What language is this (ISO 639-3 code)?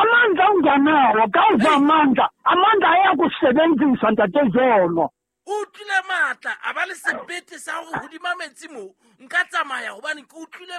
sot